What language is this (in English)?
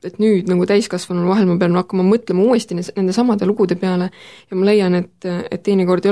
Estonian